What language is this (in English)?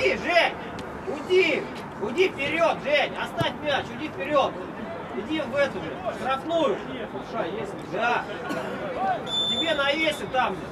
Russian